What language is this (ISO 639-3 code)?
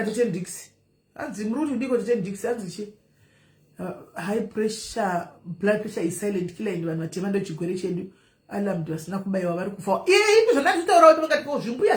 sna